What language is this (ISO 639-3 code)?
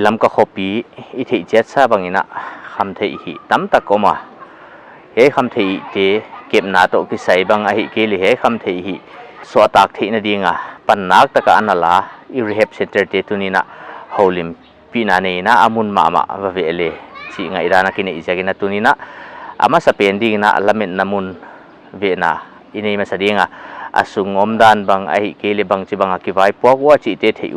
pck